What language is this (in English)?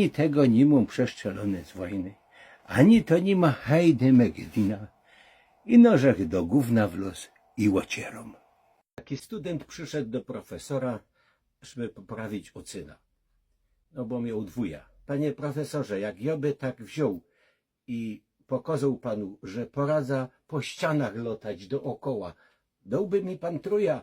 Silesian